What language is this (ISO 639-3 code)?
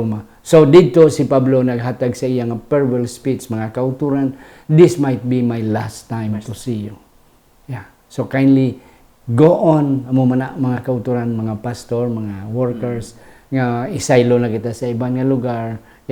hil